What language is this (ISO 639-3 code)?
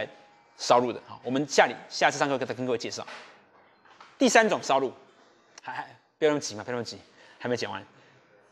zho